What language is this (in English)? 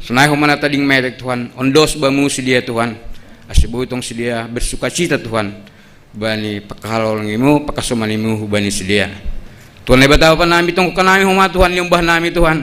Batak Simalungun